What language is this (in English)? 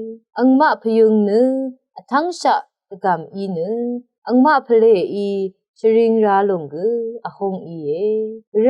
Rawang